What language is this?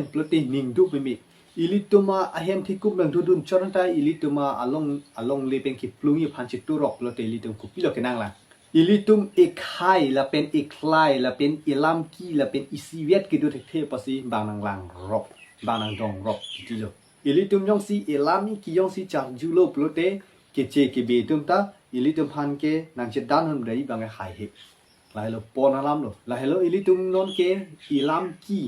Karbi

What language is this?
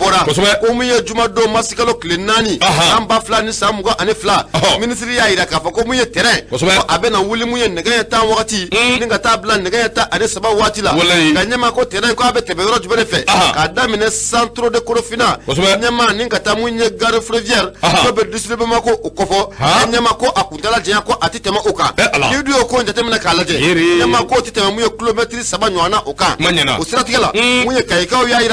Bambara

